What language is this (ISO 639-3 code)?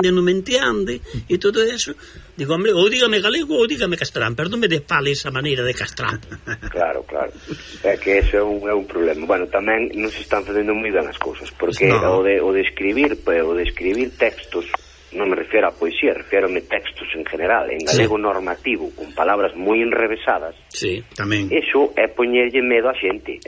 glg